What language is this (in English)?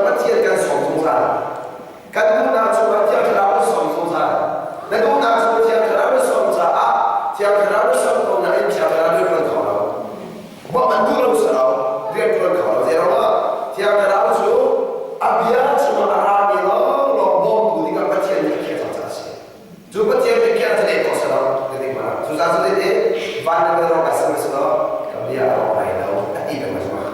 Hakha Chin